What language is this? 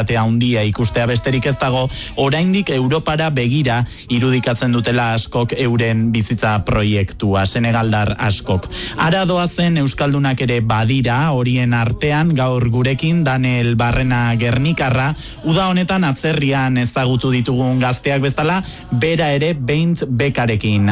Basque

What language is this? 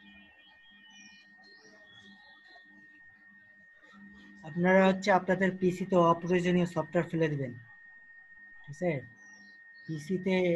Bangla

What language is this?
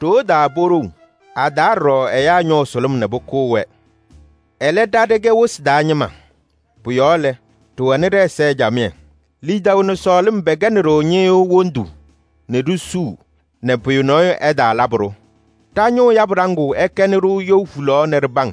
Kabiyè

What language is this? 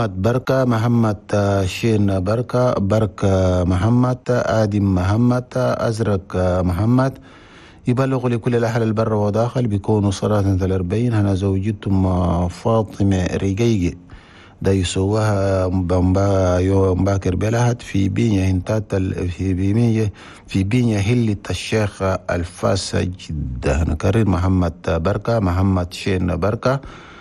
Chadian Arabic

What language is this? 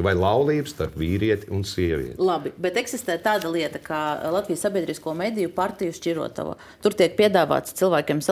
Latvian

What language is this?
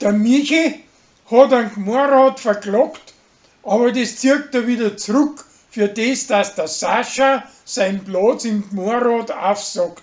Bavarian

